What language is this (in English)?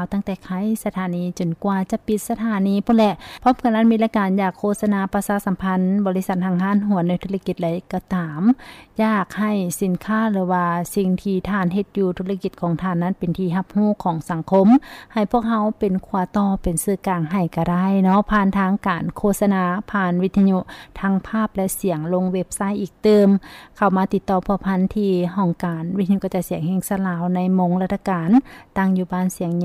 Lao